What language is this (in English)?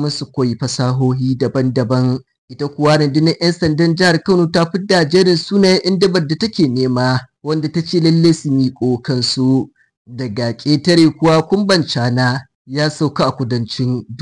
Hausa